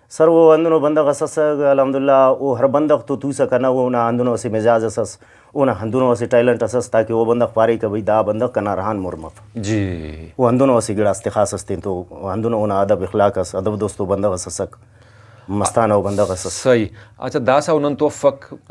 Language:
Brahui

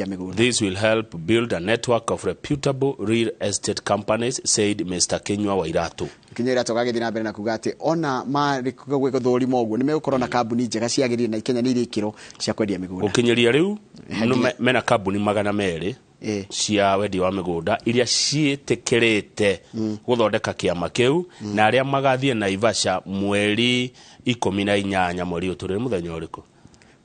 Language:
Kikuyu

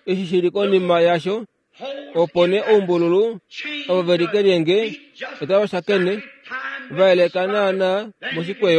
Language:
Kuanyama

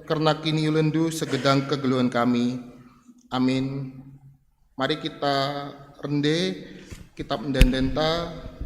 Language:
Batak Karo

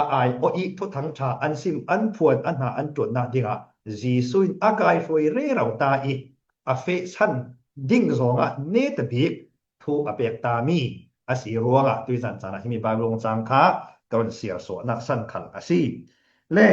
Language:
Falam Chin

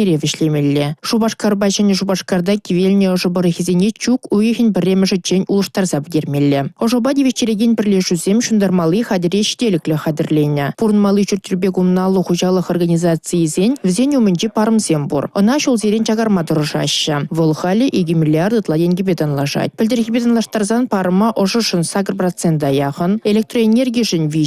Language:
Chuvash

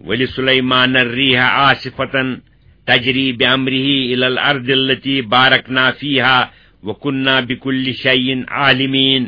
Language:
Kashmiri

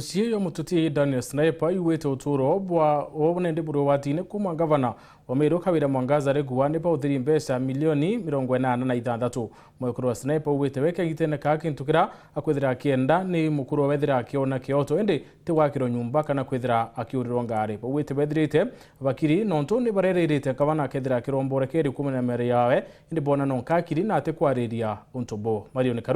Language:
Meru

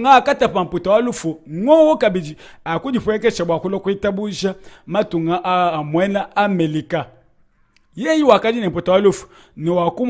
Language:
Luba-Lulua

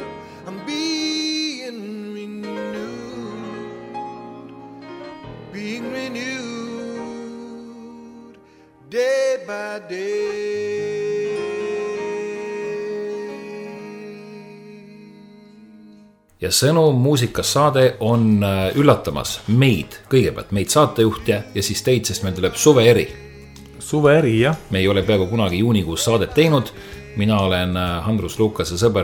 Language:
Estonian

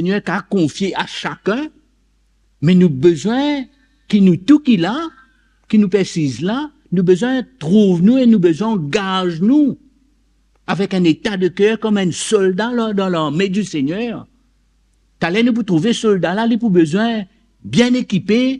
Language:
Morisyen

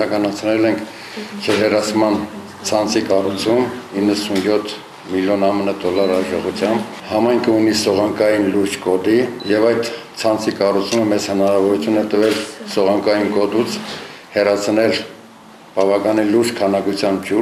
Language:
Armenian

